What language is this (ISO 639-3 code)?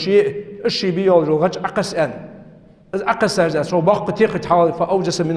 inh